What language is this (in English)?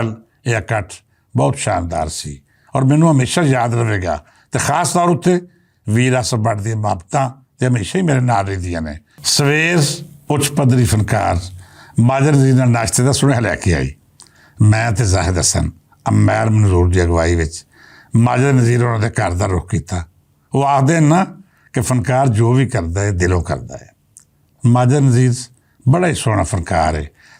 Western Panjabi